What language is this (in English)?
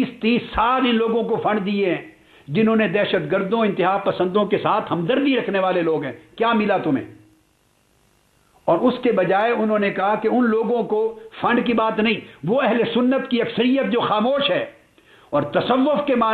Urdu